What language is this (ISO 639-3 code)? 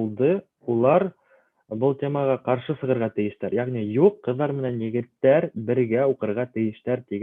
bak